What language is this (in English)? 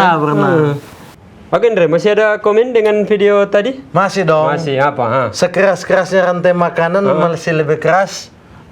Manado Malay